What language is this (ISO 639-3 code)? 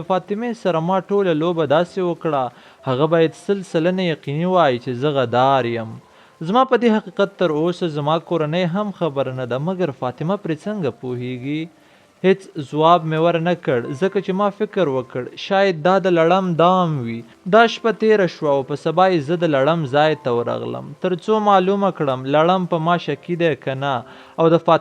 pus